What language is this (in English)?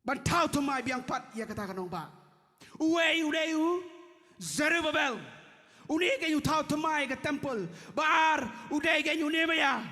Khasi